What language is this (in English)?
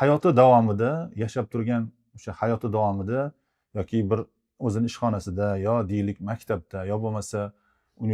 Uzbek